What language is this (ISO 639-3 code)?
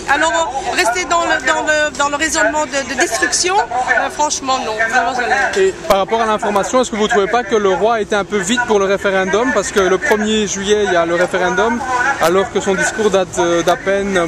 fra